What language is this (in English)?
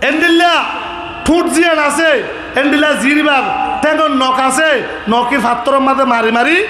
Rohingya